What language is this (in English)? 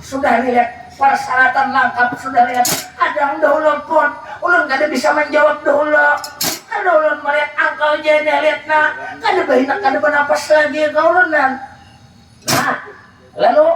Banjar